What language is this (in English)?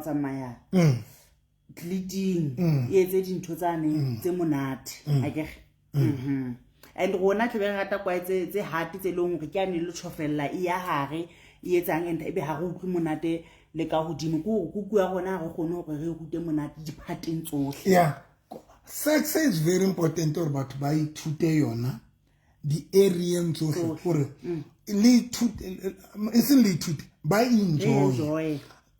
Southern Sotho